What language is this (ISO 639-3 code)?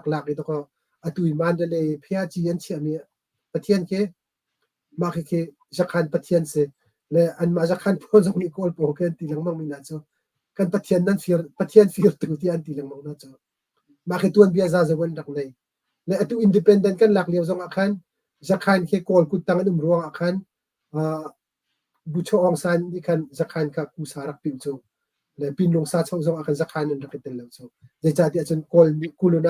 cnh